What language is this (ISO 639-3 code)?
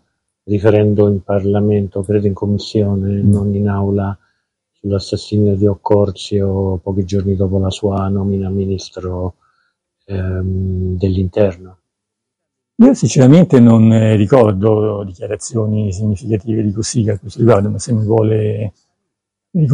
ita